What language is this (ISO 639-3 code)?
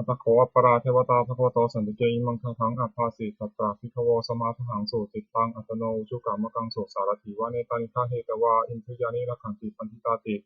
pli